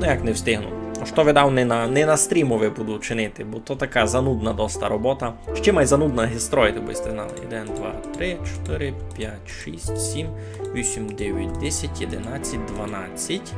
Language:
Rusyn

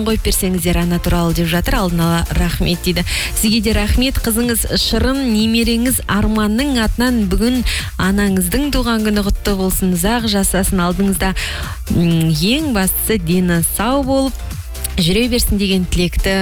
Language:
Kazakh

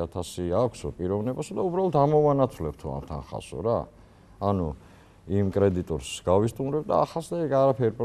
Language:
Georgian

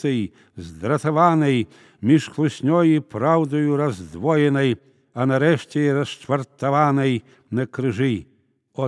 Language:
Belarusian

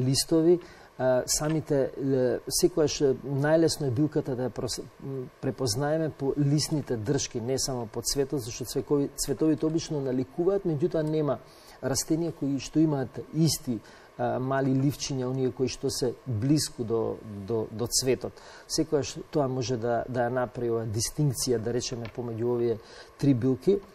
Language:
Macedonian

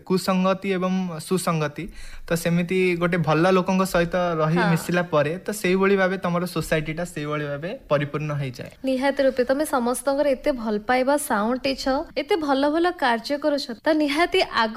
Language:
Odia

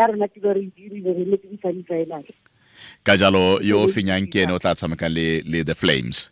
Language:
Tswana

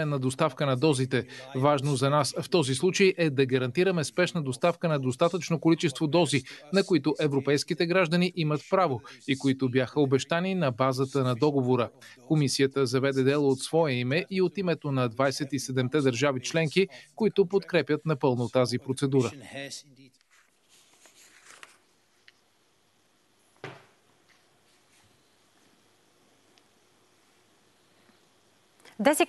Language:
Bulgarian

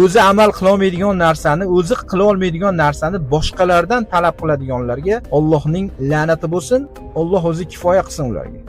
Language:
Uzbek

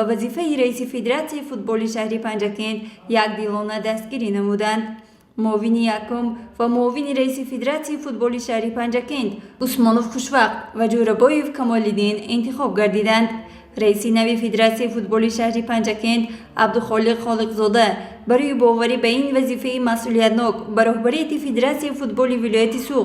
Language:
Tajik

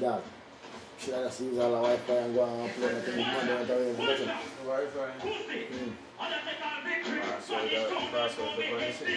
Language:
Jamaican Creole English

